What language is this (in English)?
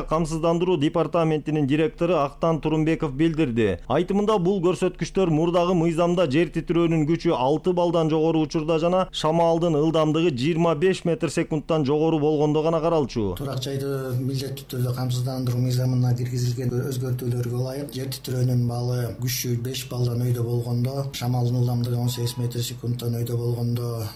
Kyrgyz